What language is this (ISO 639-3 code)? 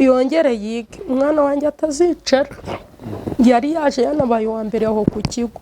kin